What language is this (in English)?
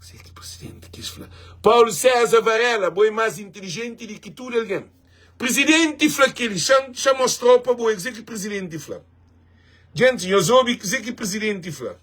Kabuverdianu